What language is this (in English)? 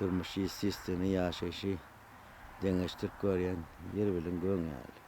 Turkmen